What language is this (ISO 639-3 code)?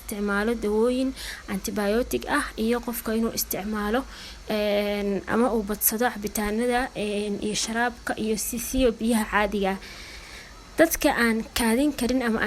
som